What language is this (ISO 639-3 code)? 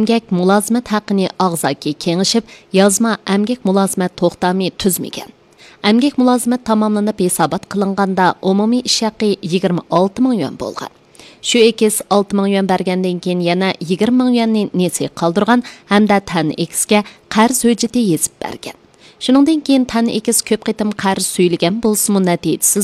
uig